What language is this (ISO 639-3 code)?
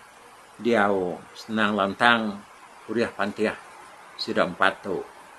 iba